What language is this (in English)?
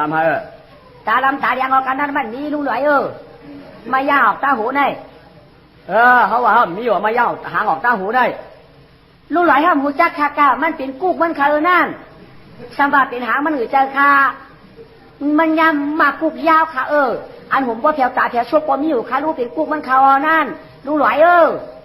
Shan